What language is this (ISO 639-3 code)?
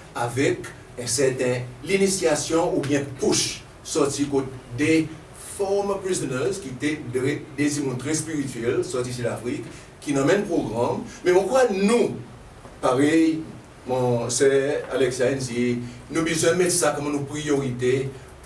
crs